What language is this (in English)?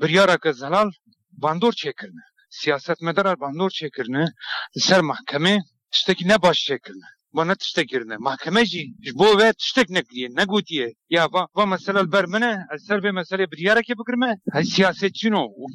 Kurdish